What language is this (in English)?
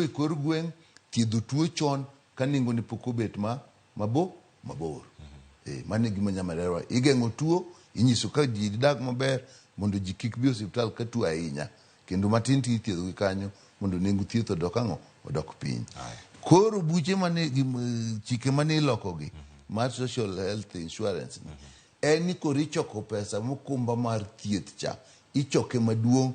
Luo (Kenya and Tanzania)